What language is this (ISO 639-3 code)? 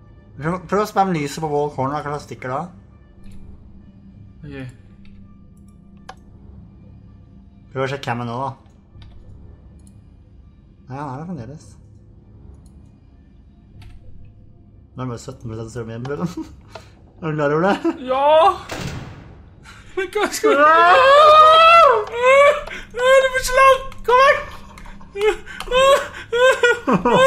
nor